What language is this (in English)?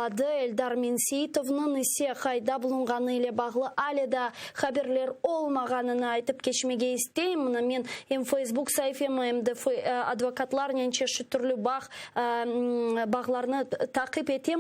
Crimean Tatar